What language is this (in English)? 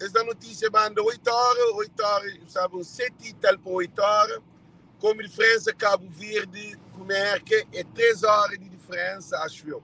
Kabuverdianu